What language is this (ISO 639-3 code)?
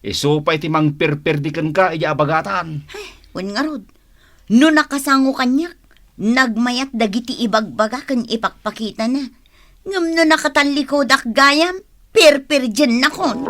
ilo